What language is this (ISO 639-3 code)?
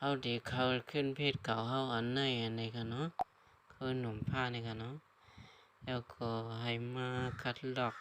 shn